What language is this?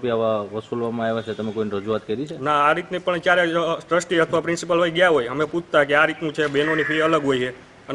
Gujarati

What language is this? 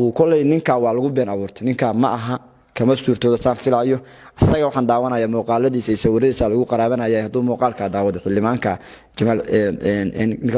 Somali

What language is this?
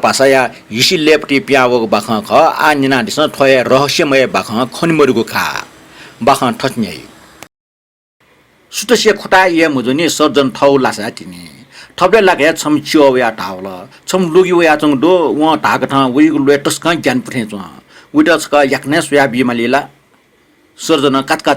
Newari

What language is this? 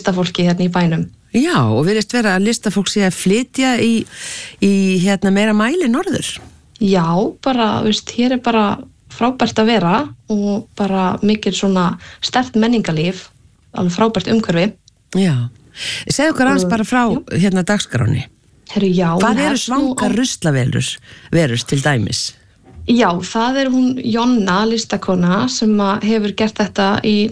Icelandic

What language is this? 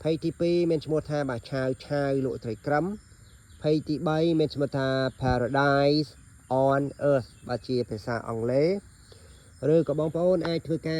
Khmer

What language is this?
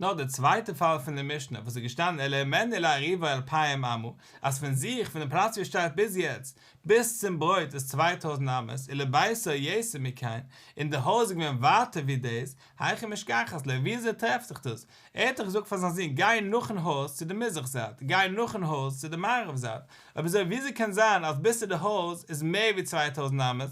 Yiddish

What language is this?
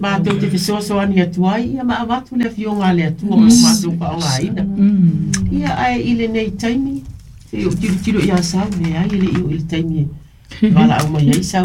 Samoan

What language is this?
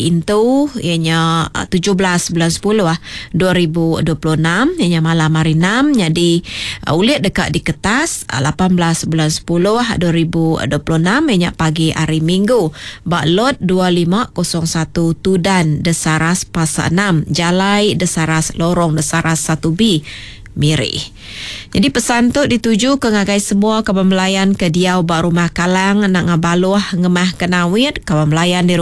Iban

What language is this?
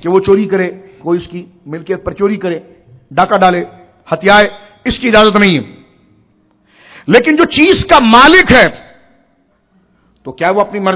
Urdu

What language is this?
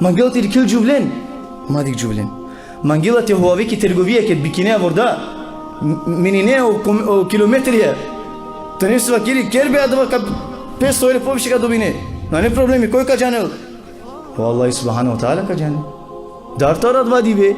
Balkan Romani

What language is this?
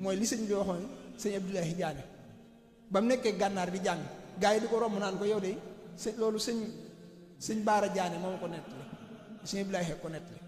Wolof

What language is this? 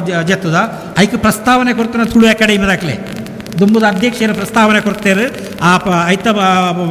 Tulu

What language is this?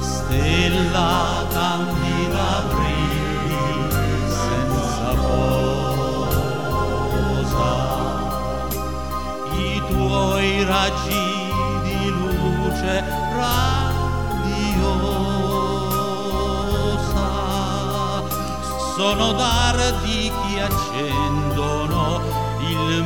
Italian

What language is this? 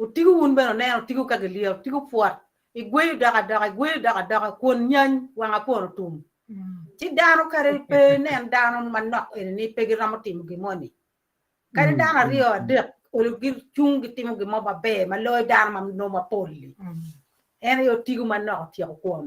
Acoli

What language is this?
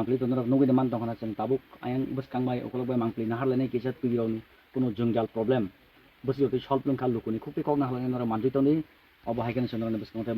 Kok Borok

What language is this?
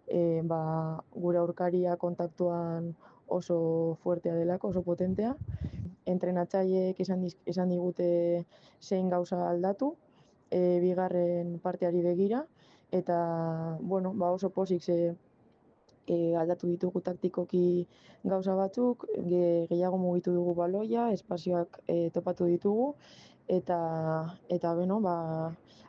Basque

